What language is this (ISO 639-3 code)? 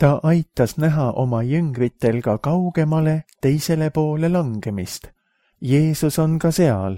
est